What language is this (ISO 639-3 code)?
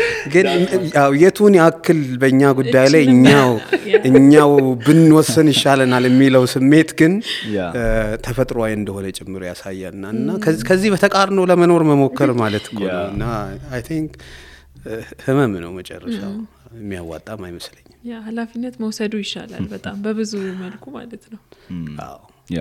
amh